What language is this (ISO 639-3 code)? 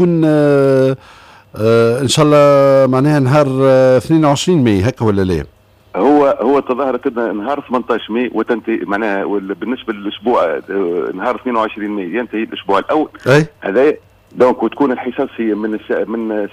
aeb